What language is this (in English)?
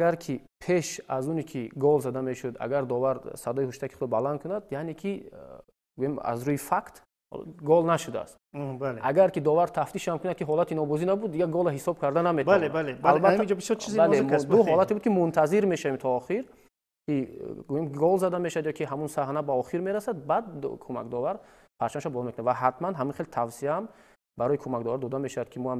Tajik